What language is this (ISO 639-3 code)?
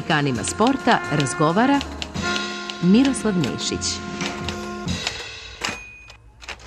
srp